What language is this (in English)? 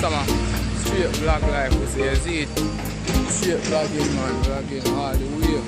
Jamaican Creole English